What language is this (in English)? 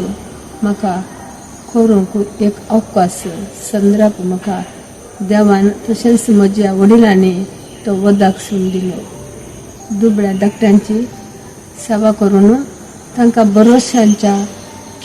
Konkani